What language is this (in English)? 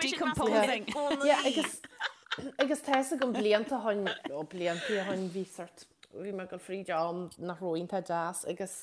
Irish